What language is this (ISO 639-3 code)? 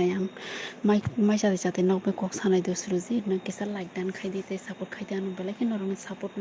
trp